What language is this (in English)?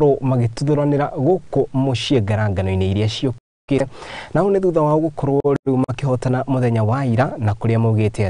Kikuyu